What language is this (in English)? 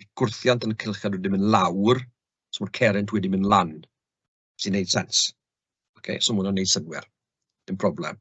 Welsh